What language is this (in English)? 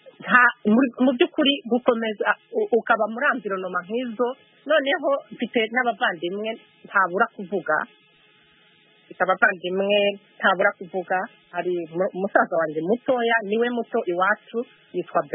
Kinyarwanda